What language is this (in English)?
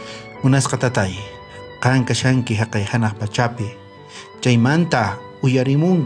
South Bolivian Quechua